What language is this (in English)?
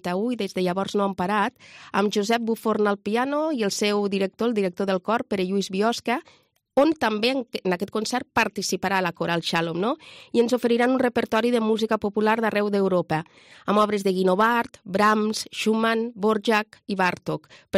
Catalan